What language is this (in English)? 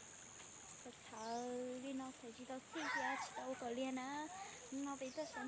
Hmong